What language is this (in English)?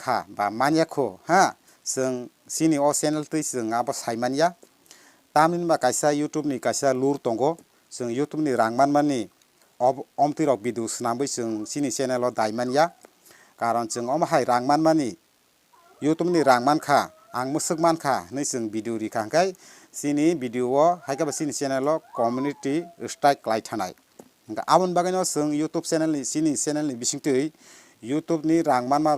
Kok Borok